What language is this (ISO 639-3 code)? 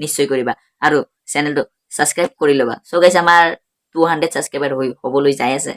asm